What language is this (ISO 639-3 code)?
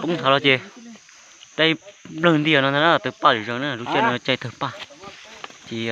hmn